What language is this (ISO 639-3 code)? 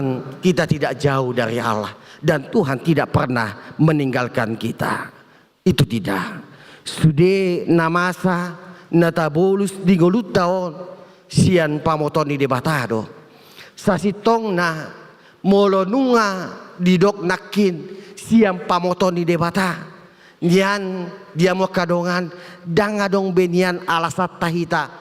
bbc